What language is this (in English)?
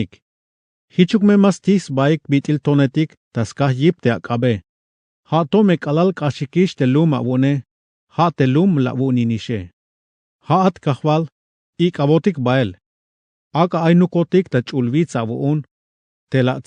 Tzeltal